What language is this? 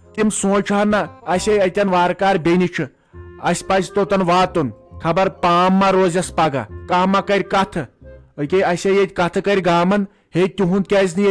Kashmiri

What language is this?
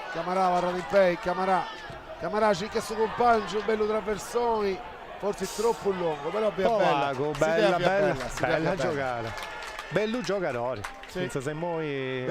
Sardinian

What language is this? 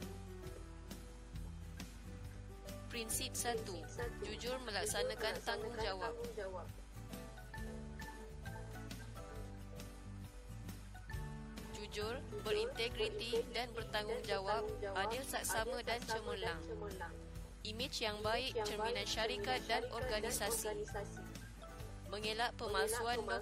Malay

